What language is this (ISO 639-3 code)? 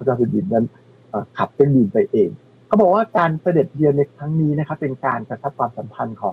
tha